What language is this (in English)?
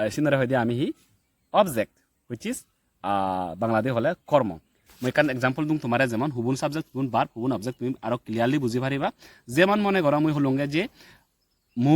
Chakma